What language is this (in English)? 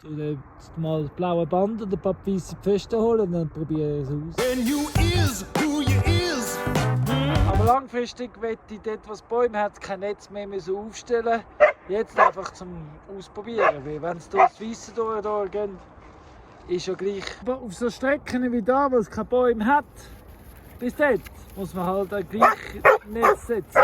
Swiss German